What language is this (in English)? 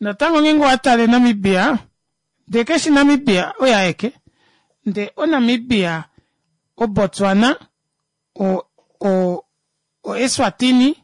Kuanyama